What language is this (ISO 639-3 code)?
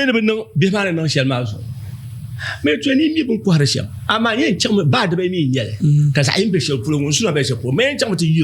dag